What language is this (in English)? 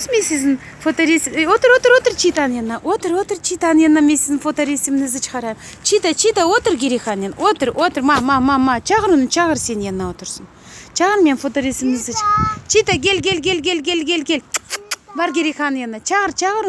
Crimean Tatar